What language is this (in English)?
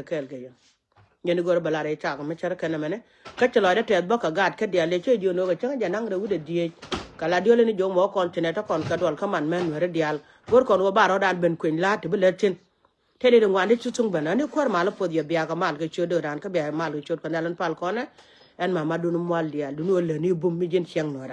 Nuer